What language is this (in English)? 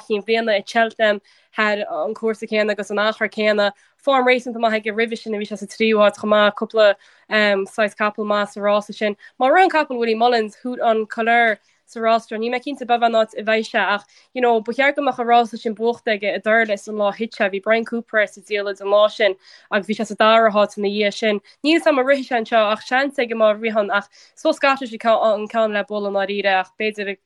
Irish